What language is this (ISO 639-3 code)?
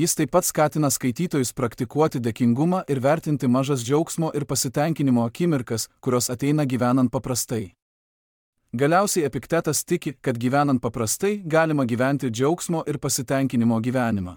lit